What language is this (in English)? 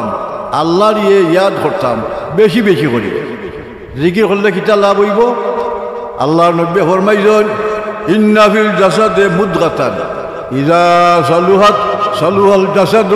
Sylheti